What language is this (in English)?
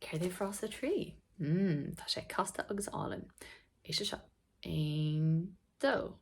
Irish